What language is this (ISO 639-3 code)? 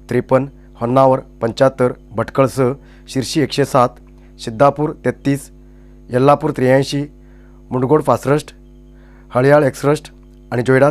kok